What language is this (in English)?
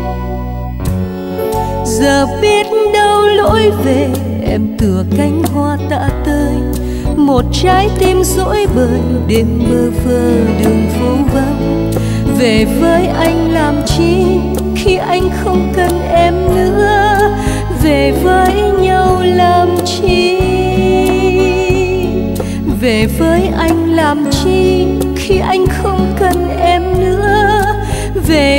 Vietnamese